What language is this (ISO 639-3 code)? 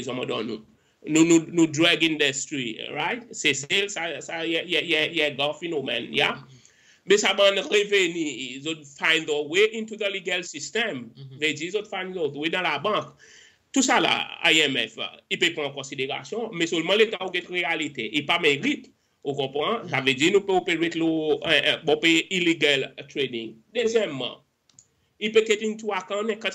crs